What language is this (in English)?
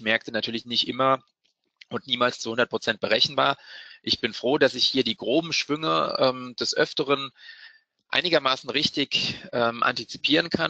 German